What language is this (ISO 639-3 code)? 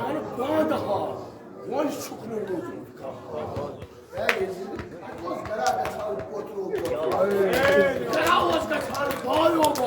kas